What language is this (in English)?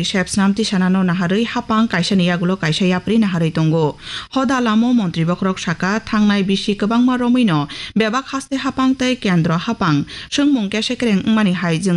Kok Borok